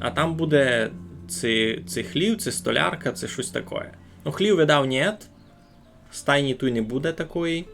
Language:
Rusyn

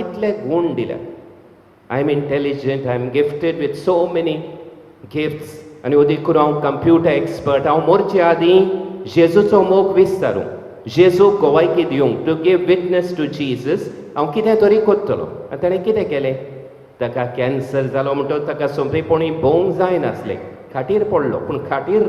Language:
Konkani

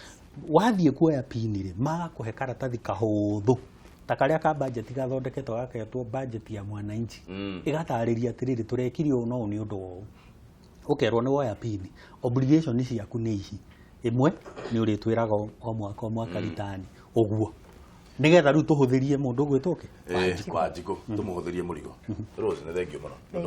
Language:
Kikuyu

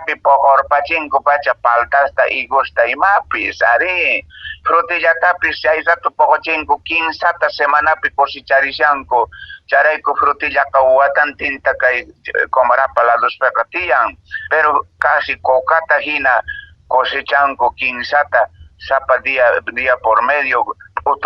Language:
Quechua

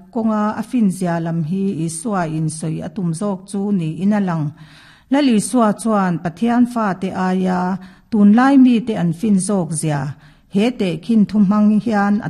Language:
Mizo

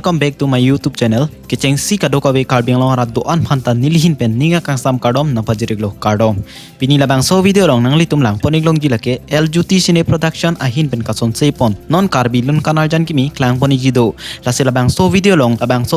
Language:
Karbi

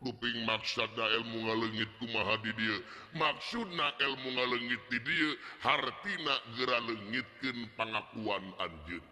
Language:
Sundanese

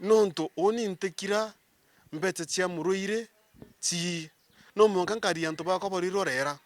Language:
Meru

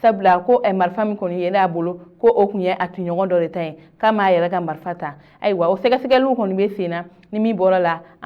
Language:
Bambara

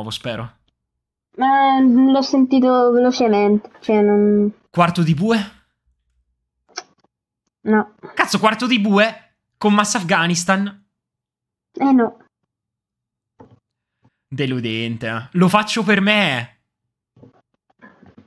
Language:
Italian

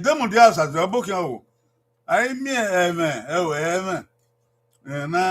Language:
Bini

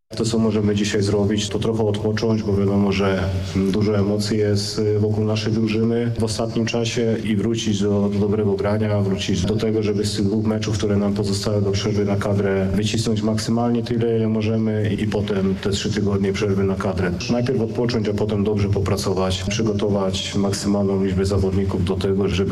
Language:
Polish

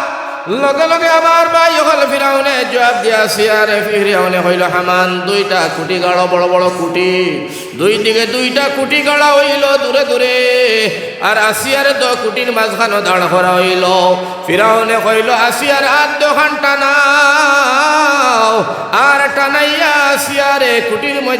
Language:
Sylheti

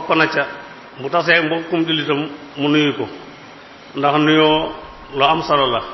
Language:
Wolof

